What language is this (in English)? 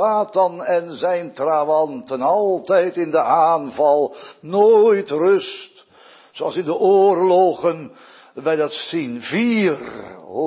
Dutch